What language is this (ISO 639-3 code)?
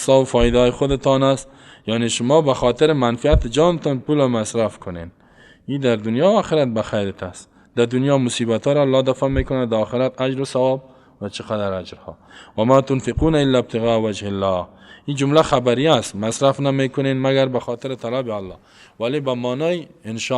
fas